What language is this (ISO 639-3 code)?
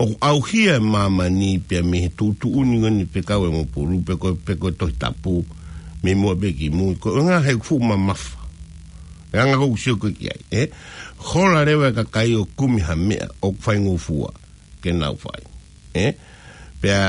ton